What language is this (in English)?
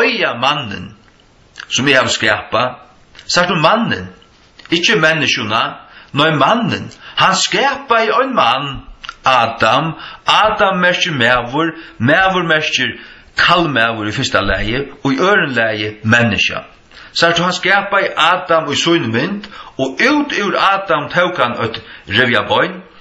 Faroese